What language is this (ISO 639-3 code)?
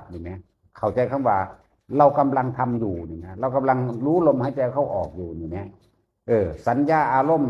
tts